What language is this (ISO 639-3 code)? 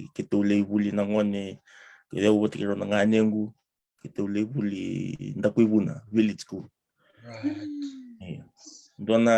fij